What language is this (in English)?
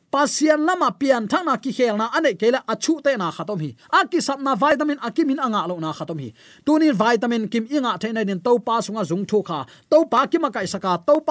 Tedim Chin